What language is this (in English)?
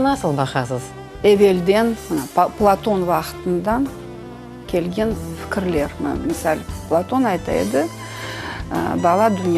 Crimean Tatar